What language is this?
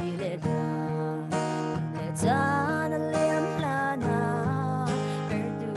Falam Chin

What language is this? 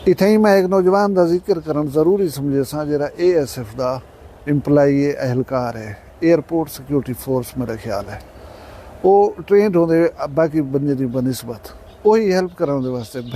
Saraiki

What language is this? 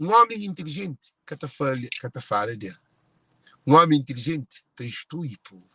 Kabuverdianu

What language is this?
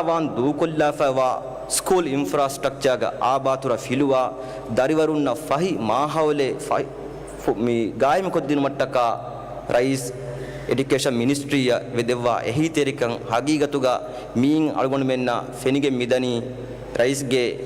Divehi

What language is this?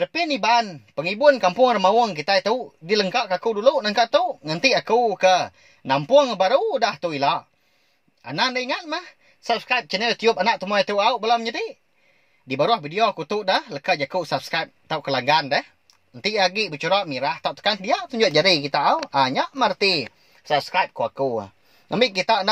Iban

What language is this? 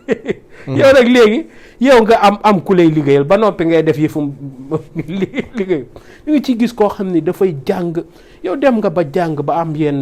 Wolof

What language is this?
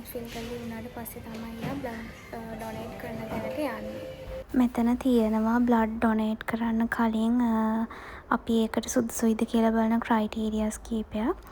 Sinhala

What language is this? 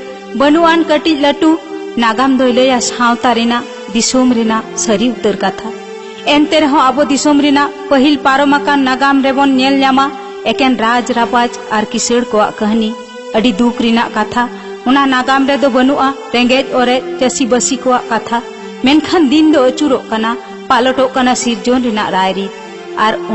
Santali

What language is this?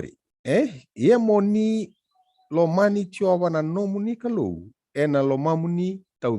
Fijian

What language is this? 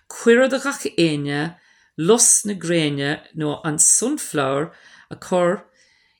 Irish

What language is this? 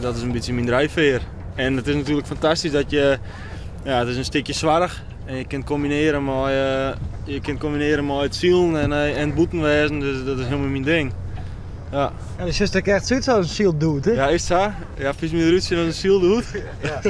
Western Frisian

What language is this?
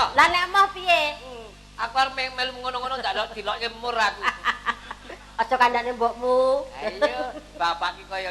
Javanese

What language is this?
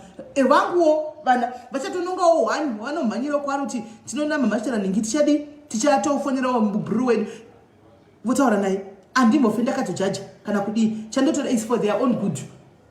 Shona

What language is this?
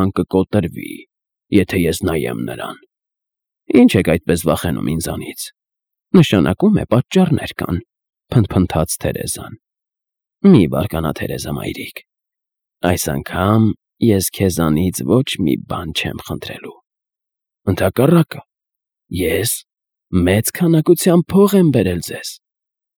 Armenian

